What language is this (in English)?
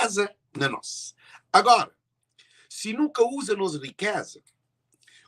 Kabuverdianu